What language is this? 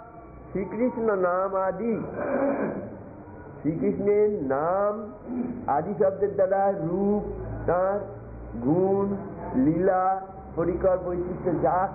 Bangla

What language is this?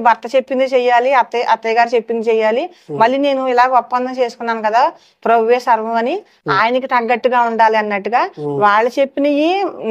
Telugu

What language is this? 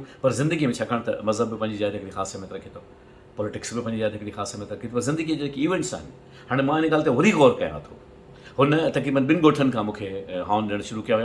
Sindhi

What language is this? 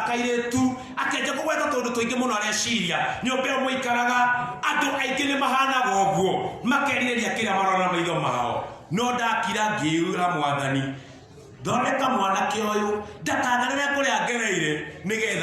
Kikuyu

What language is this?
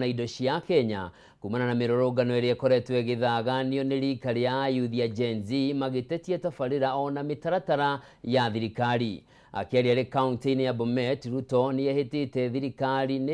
Kikuyu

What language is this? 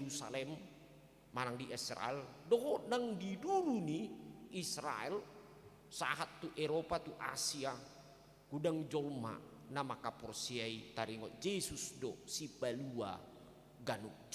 Batak Toba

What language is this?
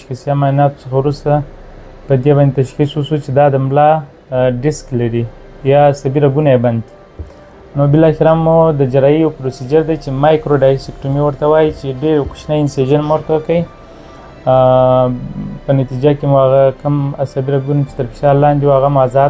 Pashto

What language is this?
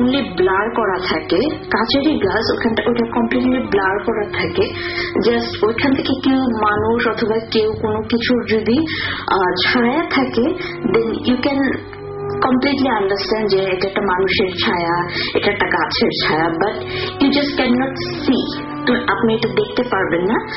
Bangla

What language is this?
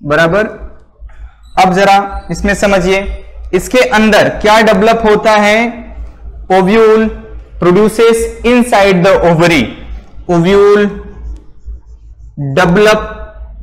Hindi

